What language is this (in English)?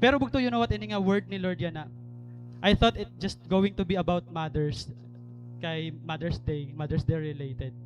Waray